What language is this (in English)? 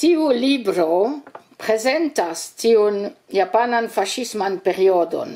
Esperanto